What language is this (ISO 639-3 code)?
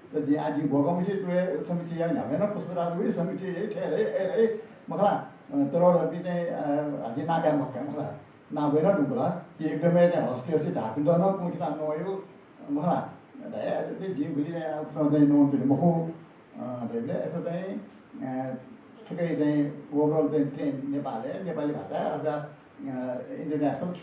new